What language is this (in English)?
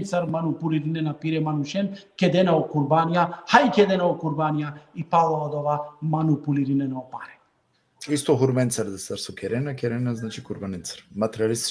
Balkan Romani